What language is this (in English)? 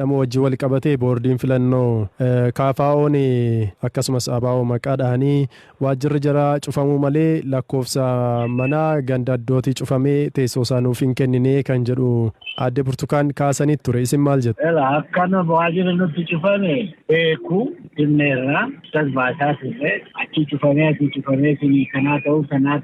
Oromo